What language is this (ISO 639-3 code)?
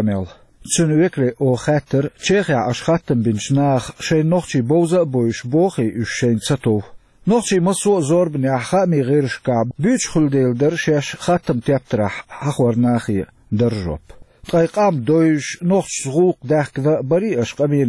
che